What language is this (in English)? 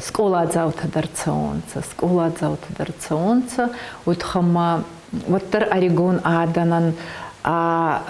Ossetic